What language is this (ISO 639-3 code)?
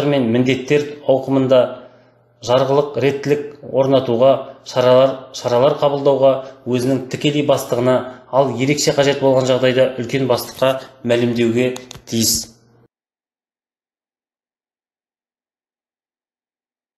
kaz